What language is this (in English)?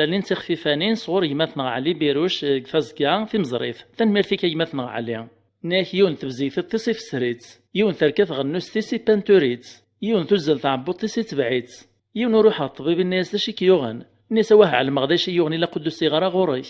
Kabyle